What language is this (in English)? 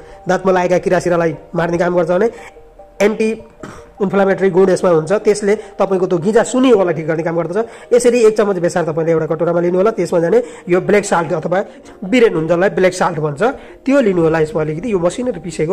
Nepali